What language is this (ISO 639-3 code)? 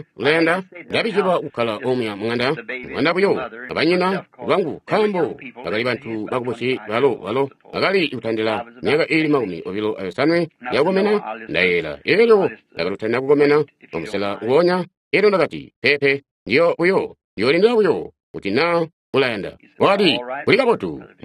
toi